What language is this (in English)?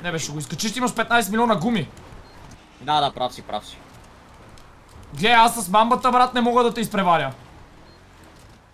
Bulgarian